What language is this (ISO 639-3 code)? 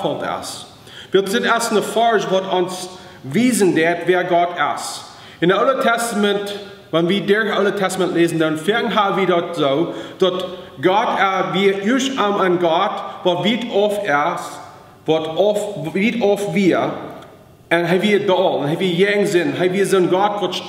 pdt